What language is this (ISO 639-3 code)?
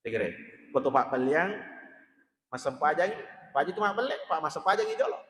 bug